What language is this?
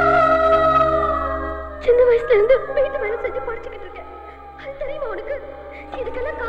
Tamil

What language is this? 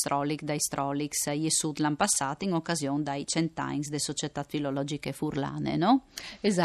Friulian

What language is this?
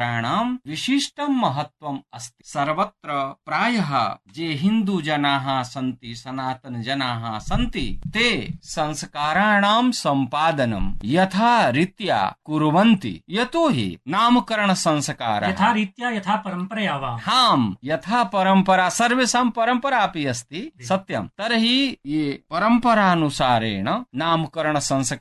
Sanskrit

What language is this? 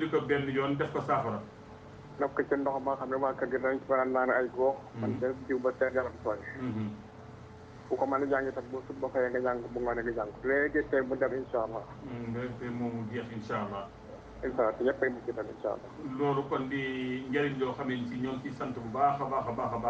Wolof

